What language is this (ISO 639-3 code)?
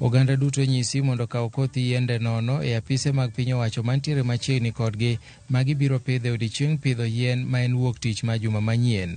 luo